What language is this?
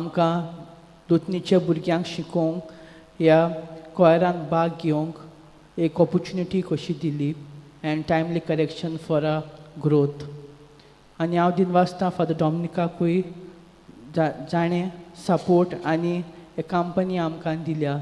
Konkani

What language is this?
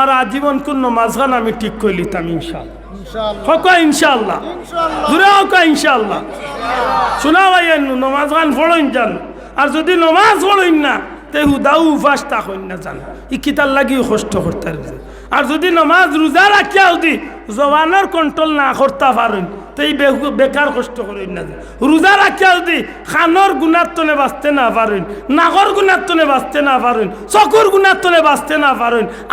Sylheti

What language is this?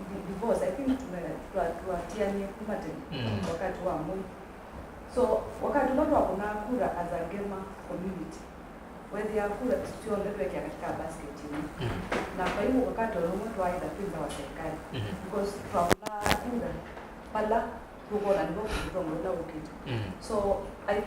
Kamba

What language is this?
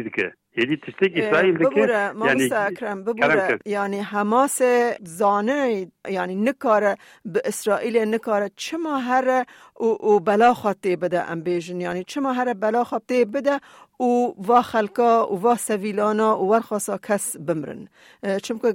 Kurdish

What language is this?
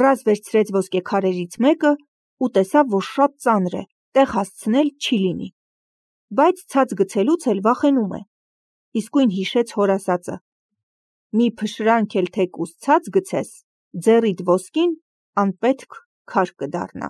Armenian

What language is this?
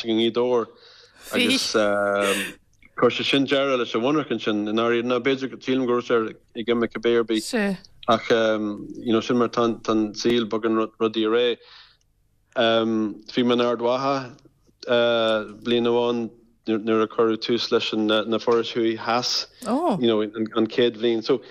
Irish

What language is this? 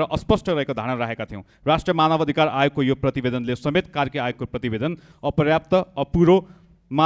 Nepali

